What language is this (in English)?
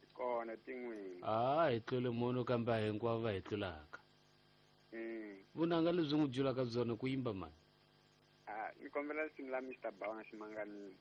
Tsonga